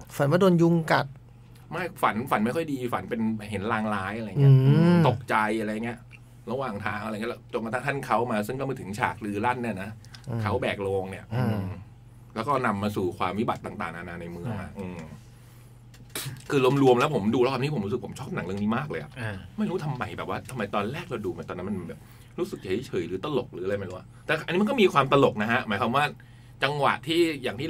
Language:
Thai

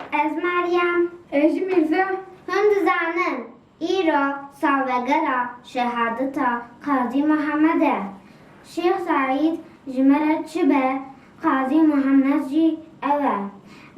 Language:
Kurdish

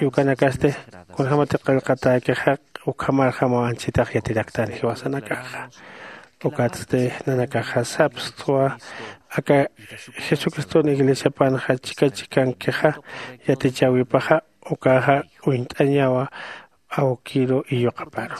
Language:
Aymara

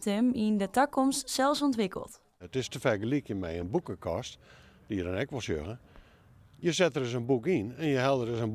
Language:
Western Frisian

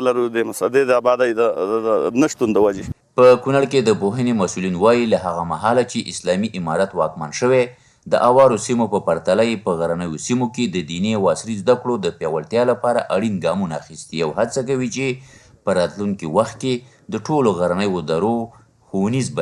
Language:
Pashto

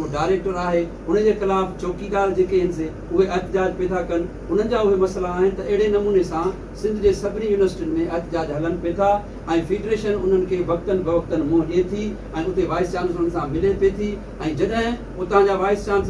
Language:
Sindhi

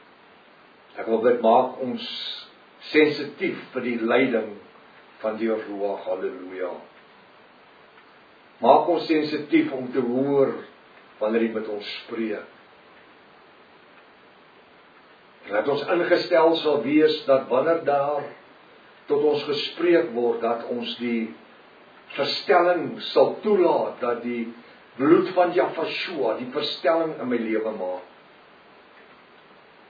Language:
Afrikaans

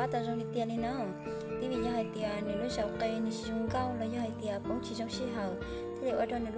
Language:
Hmong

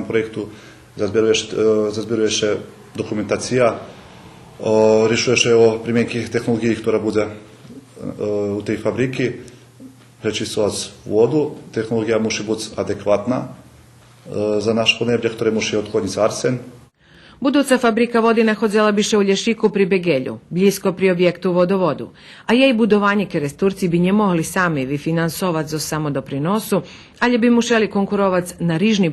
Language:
Rusyn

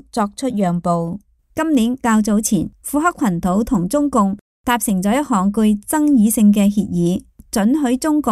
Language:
Cantonese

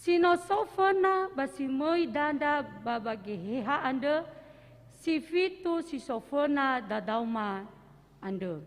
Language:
Nias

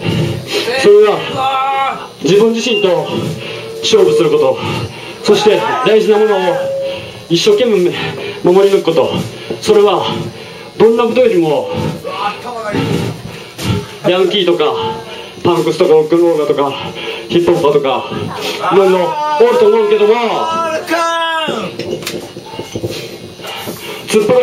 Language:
Japanese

